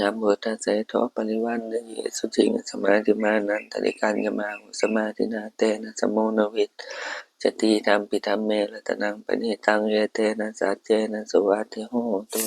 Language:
Pali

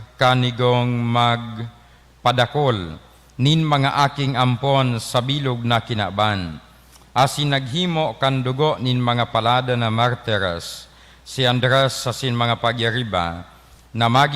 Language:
Bikol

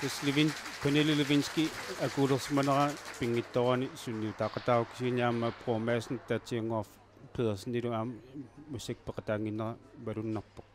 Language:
Kalaallisut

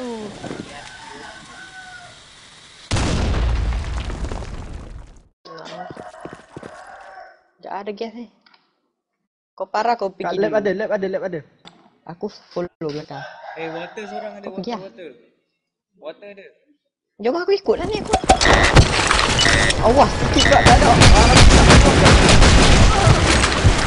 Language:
Malay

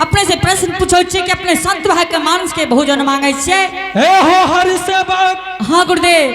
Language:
Angika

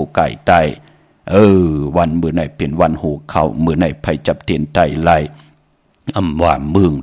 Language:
Shan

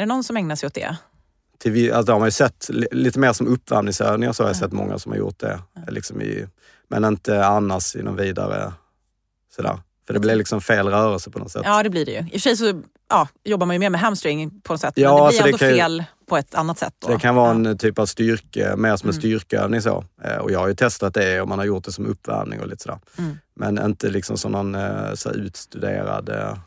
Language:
Swedish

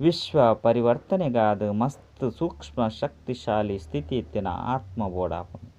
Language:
Tulu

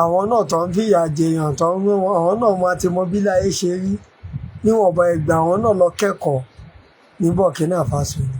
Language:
Yoruba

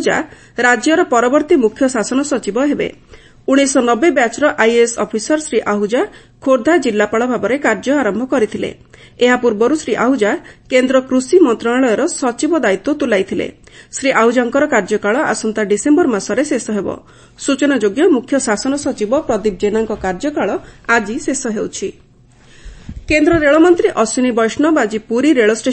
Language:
Odia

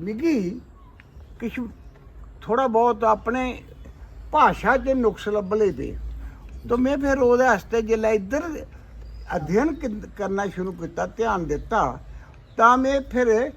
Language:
Dogri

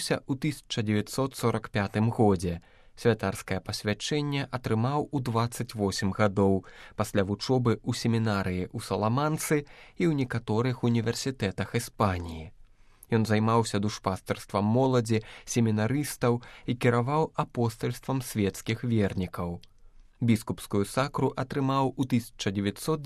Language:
Belarusian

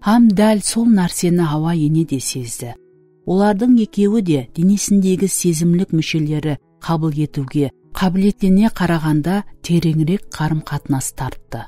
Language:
Kara-Kalpak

